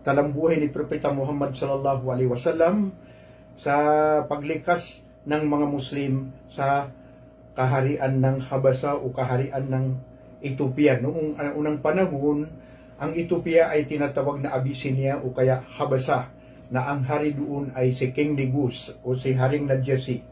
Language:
Maranao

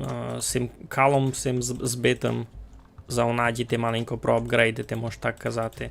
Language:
Rusyn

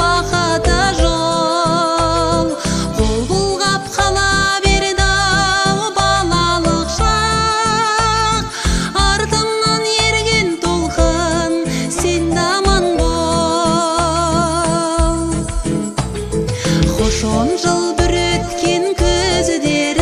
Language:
Kazakh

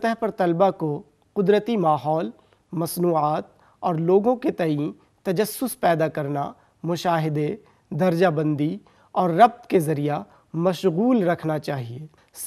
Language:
Urdu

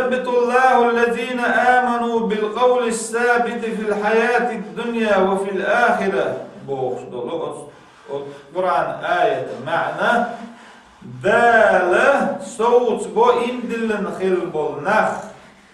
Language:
Chechen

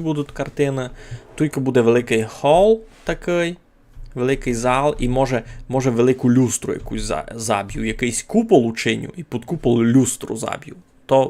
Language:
Rusyn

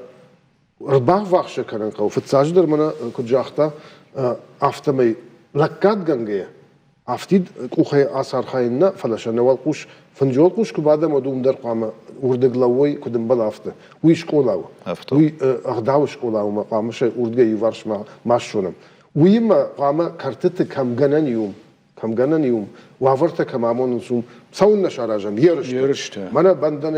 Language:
Ossetic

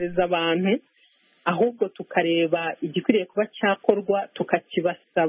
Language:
Kinyarwanda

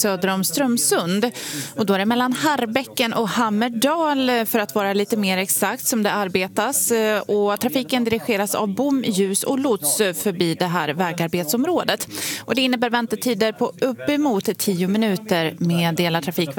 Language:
Swedish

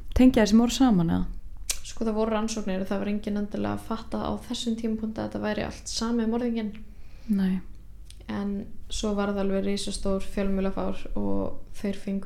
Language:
Icelandic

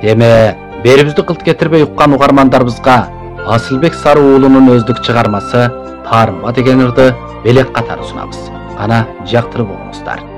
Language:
Kyrgyz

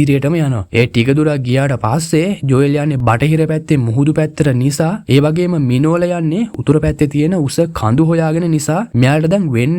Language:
Sinhala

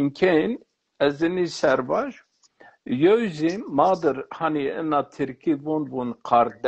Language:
Zaza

